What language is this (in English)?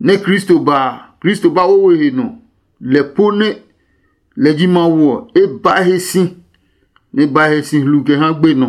Adangme